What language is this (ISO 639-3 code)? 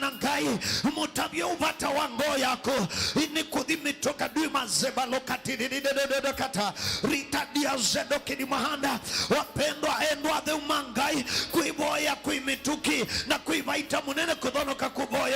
kam